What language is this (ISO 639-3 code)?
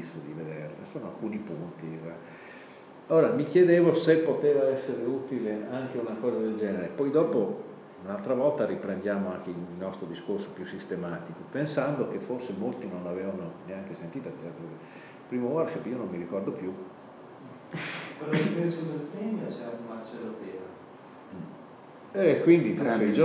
ita